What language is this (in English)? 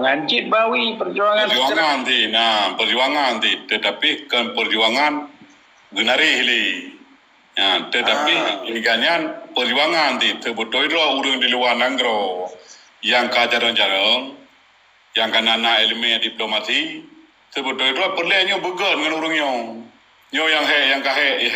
Achinese